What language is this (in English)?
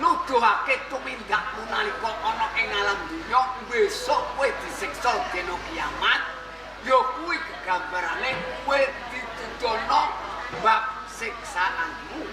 Javanese